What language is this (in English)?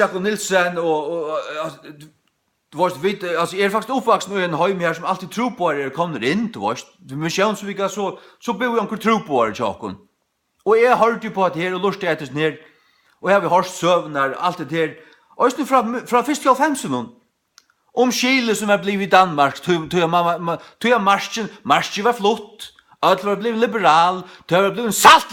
Faroese